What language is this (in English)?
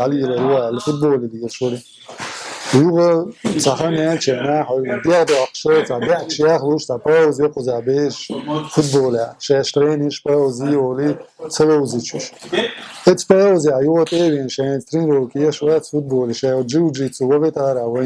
Chechen